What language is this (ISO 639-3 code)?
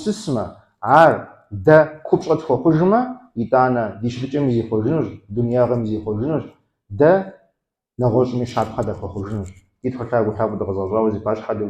kbd